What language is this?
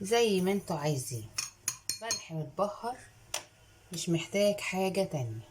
Egyptian Arabic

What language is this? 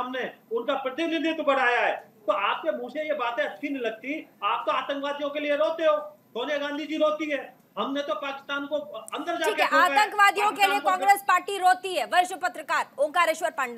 Hindi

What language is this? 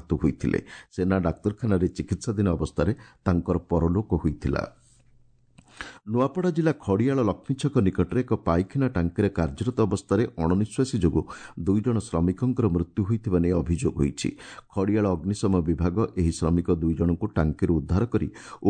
Odia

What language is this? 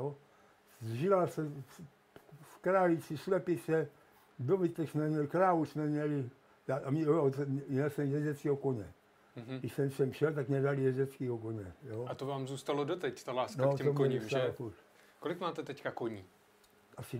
Czech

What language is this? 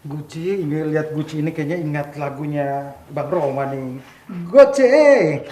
Betawi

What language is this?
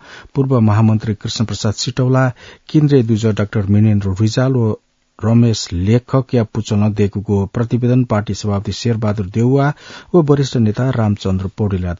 Newari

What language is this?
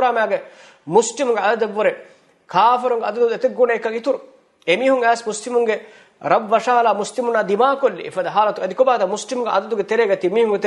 Divehi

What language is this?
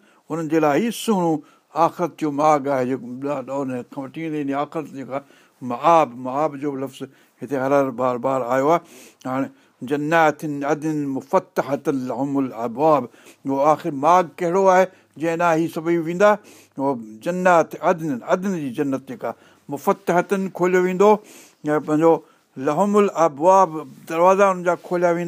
Sindhi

